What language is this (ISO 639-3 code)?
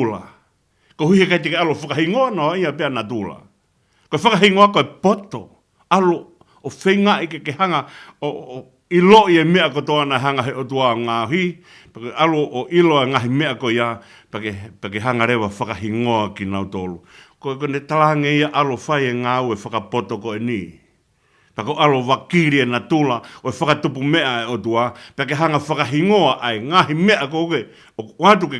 ton